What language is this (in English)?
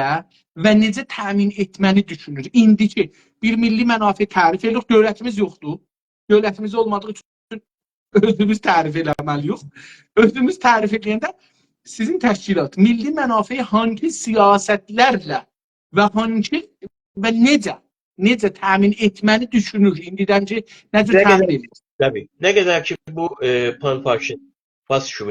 South Azerbaijani